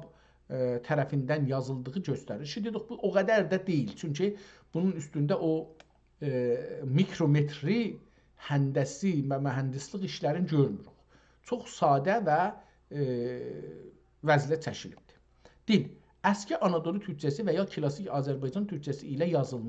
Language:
South Azerbaijani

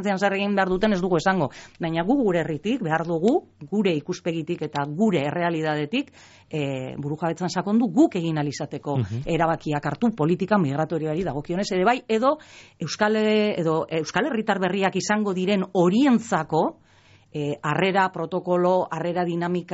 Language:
Basque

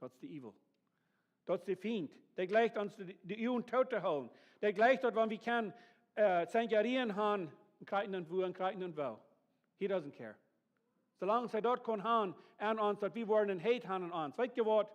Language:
Plautdietsch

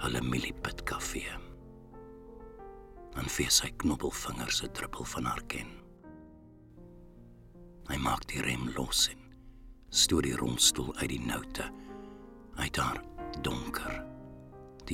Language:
Afrikaans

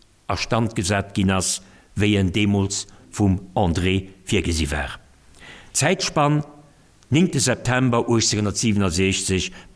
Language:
Luxembourgish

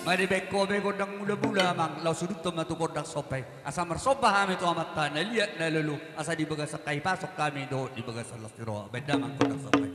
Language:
Batak Toba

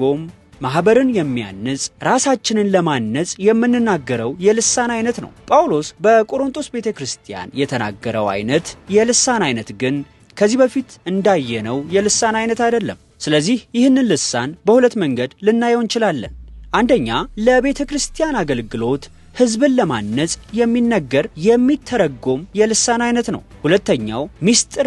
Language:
Amharic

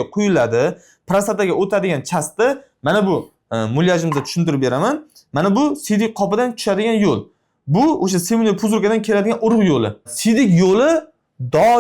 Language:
Uzbek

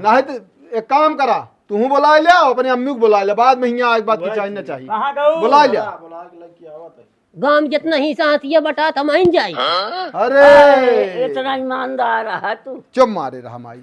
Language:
Awadhi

